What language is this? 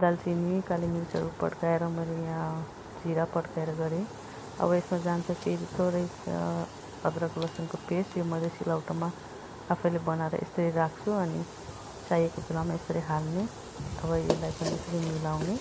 Nepali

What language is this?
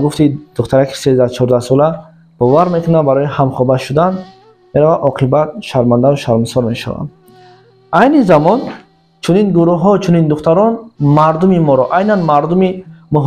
Tajik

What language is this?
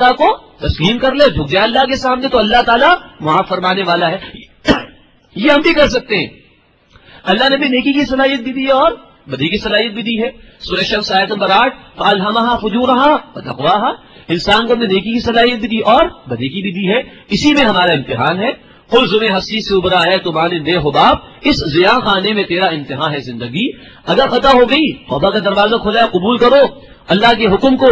Urdu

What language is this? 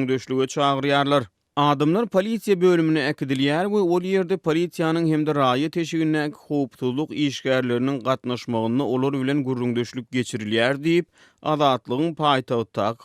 Turkmen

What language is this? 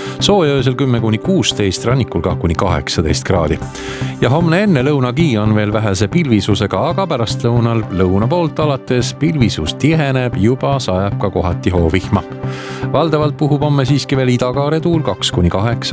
Estonian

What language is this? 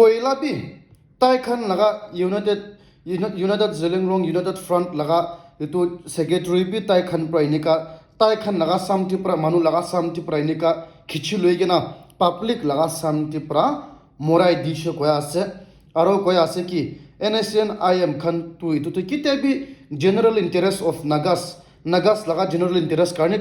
Naga Pidgin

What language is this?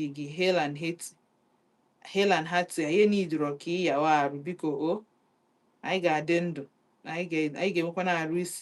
Igbo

